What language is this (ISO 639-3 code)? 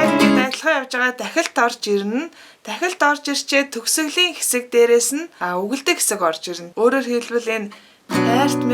mon